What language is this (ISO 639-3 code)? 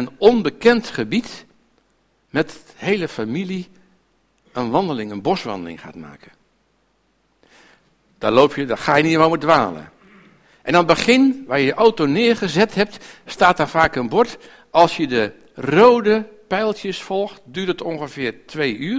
nld